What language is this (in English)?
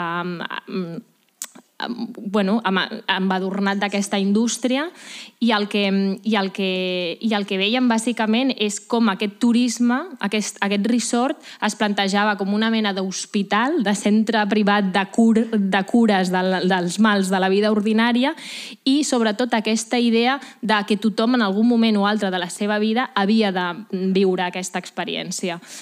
Catalan